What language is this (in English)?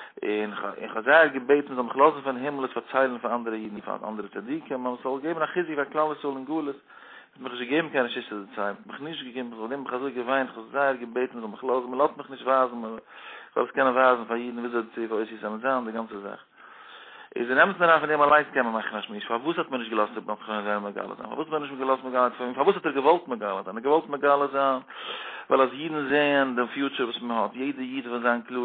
Yiddish